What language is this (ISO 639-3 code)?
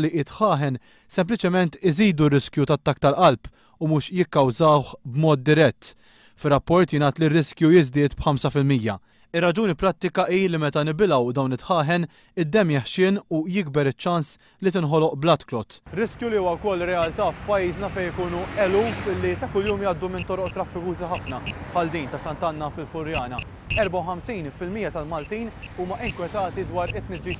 mlt